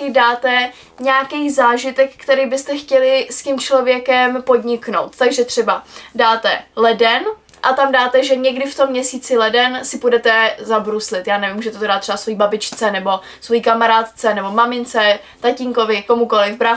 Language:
Czech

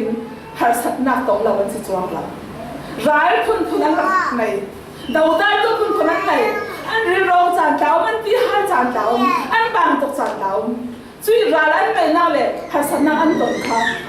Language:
Falam Chin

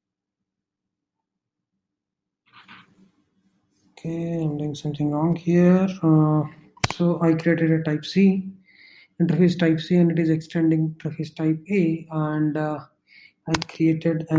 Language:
English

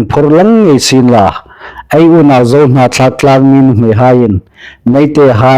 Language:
Hmar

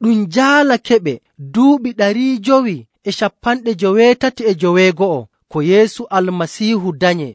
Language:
Nigerian Fulfulde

